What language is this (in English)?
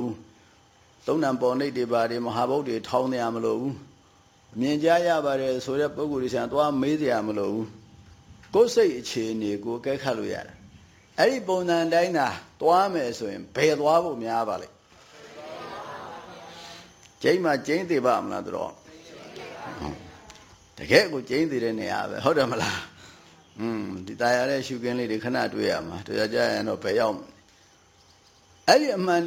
Burmese